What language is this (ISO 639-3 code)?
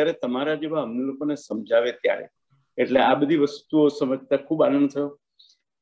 guj